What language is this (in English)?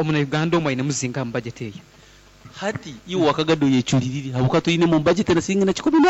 Nyankole